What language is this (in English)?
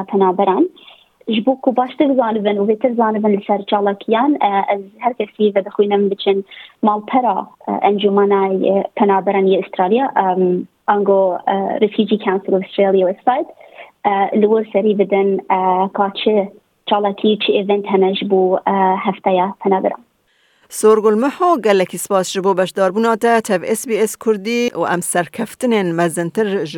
Kurdish